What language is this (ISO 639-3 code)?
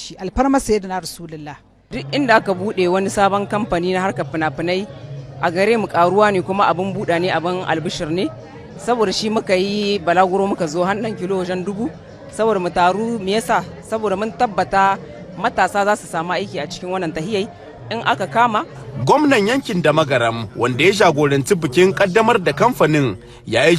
hau